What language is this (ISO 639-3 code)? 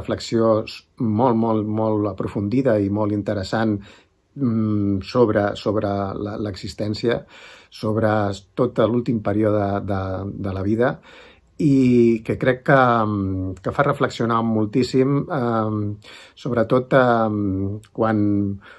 cat